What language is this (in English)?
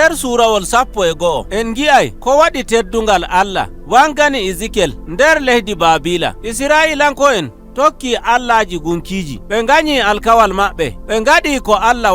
Nigerian Fulfulde